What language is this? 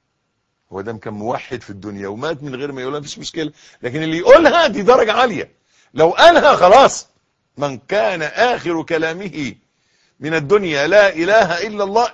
Egyptian Arabic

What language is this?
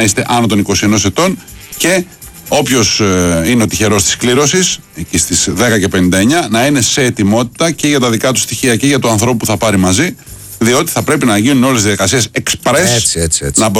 Greek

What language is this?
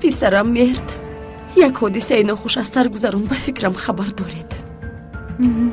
Tajik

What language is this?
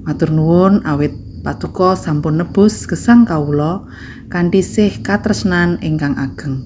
Javanese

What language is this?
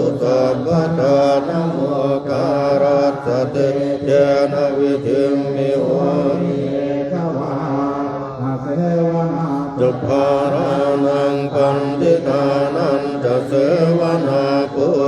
Pali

